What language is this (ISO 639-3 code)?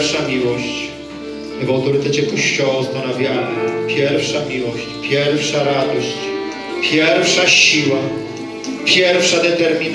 pol